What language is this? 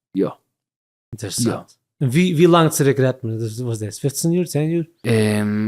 Yiddish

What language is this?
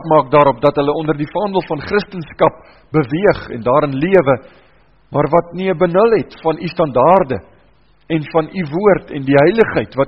Afrikaans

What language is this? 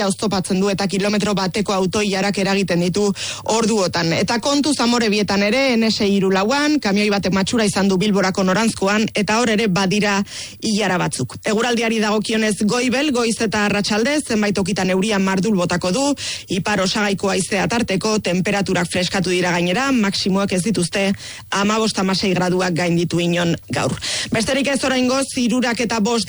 Basque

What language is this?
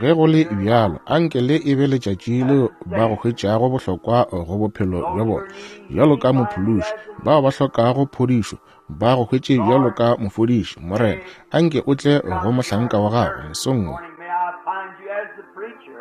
Northern Sotho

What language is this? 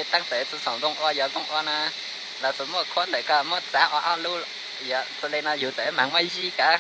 Hmong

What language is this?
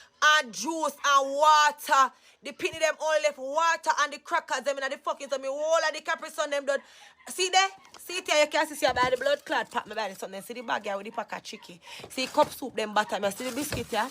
Jamaican Creole English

